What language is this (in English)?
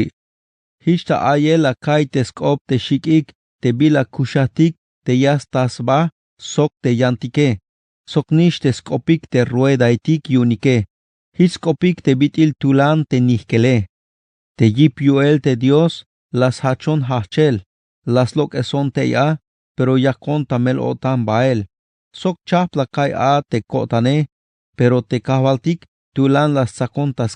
Tzeltal